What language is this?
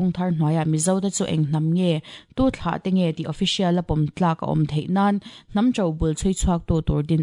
Mizo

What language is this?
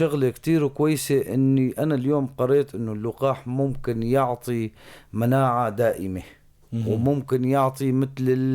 North Levantine Arabic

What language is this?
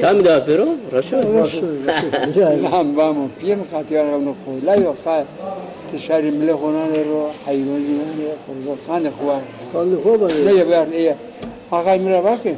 Zaza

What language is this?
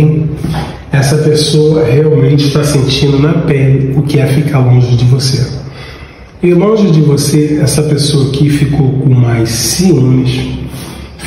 Portuguese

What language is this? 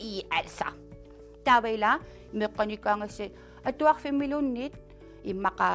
Kalaallisut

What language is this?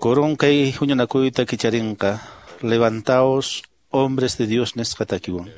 Quechua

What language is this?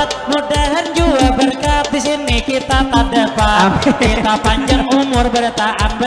Banjar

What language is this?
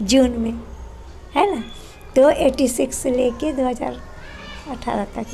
Chhattisgarhi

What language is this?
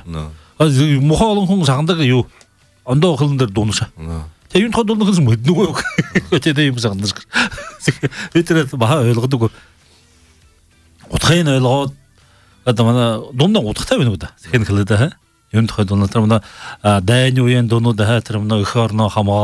Buriat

